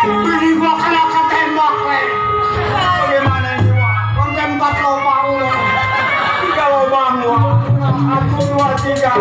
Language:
Betawi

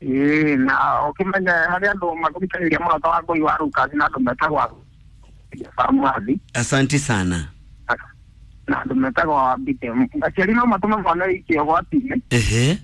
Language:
Kikuyu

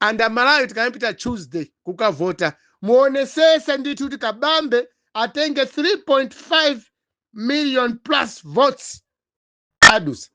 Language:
Nyanja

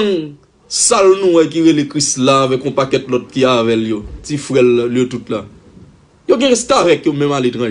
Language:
Haitian Creole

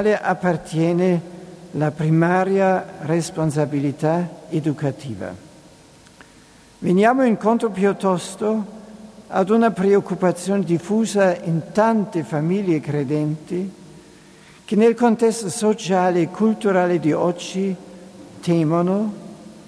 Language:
Italian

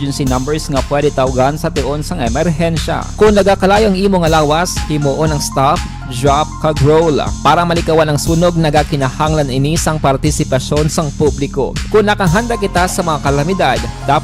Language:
Hiligaynon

